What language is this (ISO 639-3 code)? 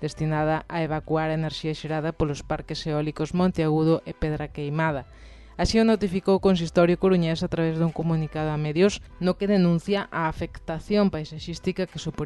glg